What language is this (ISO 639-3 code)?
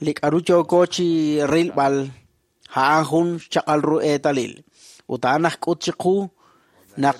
kek